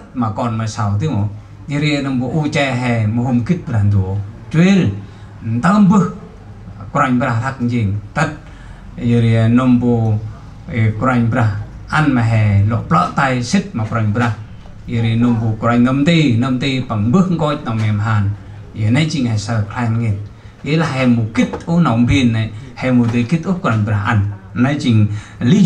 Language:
Central Mnong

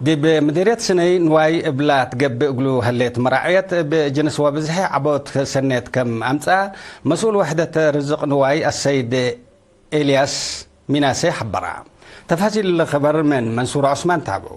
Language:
Tigre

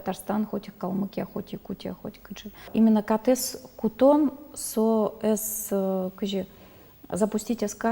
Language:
Udmurt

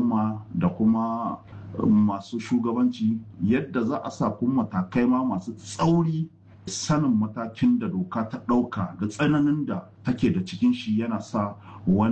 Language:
Hausa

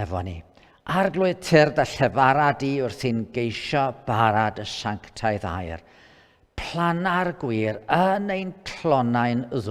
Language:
Welsh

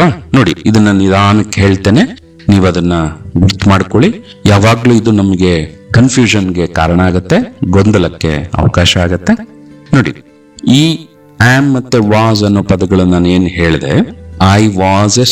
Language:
Kannada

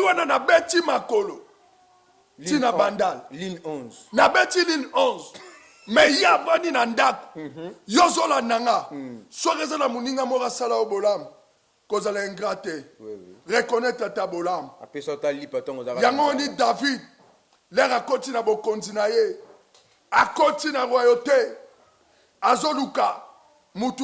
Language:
Lingala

